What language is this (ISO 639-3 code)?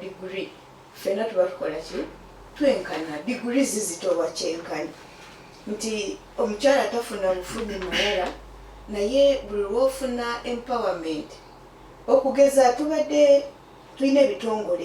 lug